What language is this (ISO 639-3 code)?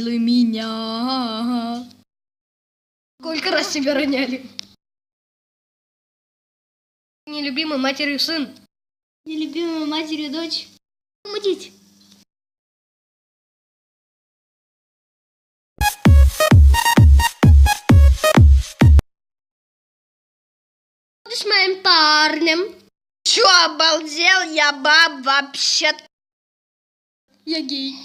rus